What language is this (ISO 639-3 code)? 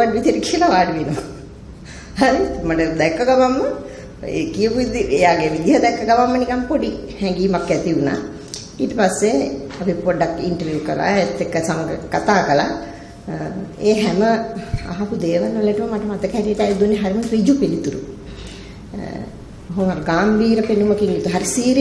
sin